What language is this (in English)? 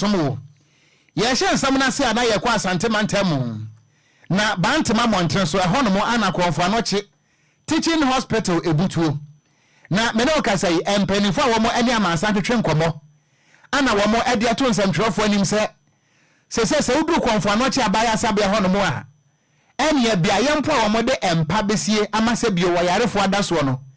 Akan